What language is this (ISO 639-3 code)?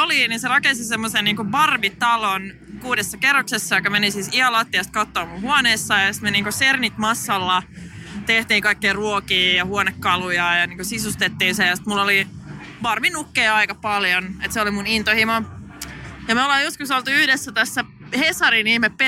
fin